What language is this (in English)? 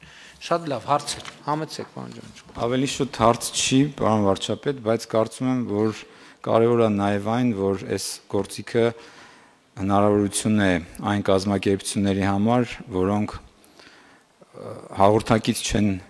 Armenian